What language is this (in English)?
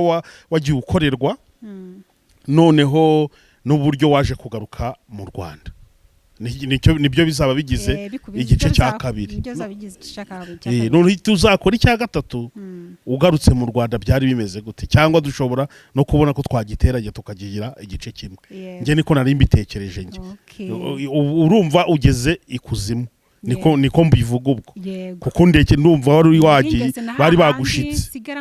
Kinyarwanda